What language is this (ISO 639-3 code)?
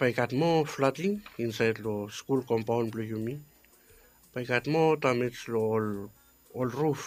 bis